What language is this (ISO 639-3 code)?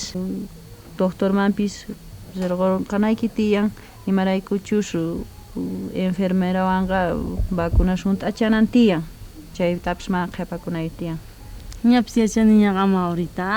quh